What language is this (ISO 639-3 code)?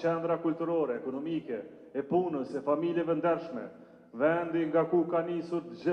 sqi